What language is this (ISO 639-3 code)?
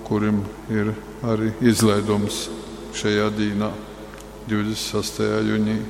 ltg